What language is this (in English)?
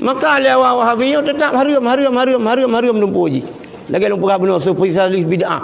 Achinese